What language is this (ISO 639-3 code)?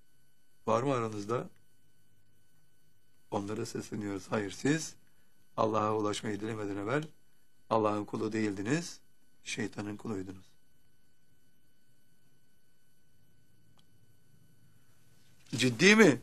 tur